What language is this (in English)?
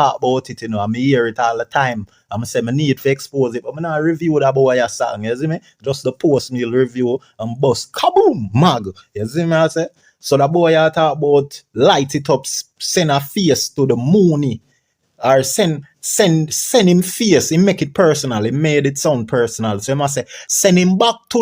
Jamaican Creole English